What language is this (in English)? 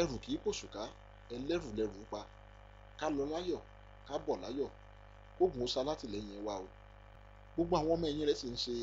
Yoruba